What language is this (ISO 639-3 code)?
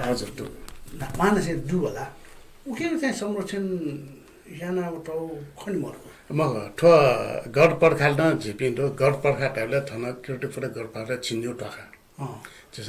new